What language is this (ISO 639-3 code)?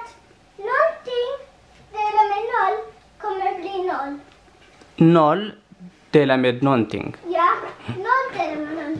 fao